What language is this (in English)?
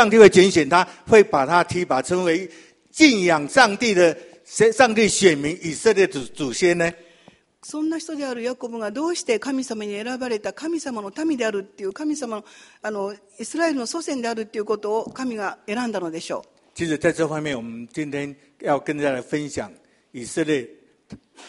Chinese